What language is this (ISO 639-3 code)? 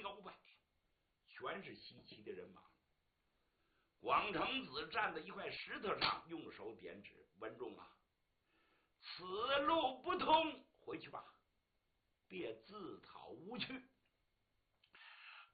zho